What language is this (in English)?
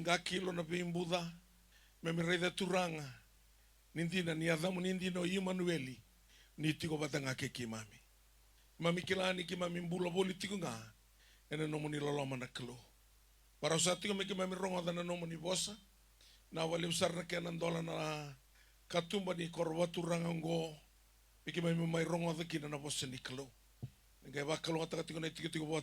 Fijian